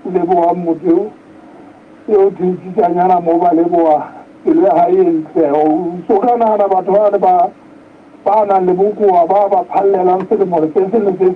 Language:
Southern Sotho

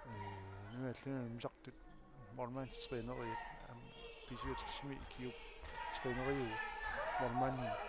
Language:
Kalaallisut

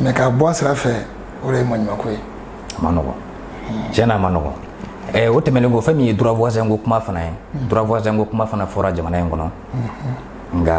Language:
Bambara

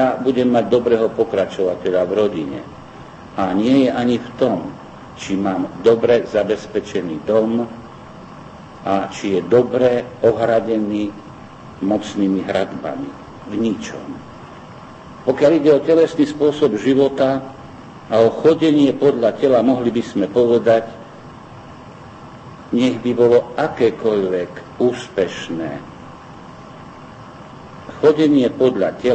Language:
Slovak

